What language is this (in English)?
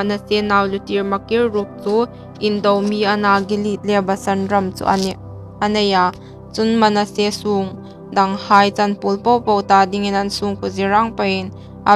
Hmar